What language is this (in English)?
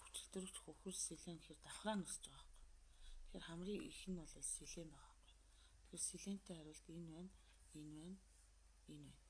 Mongolian